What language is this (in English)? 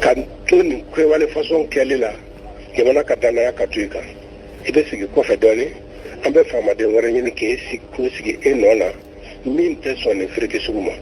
Bambara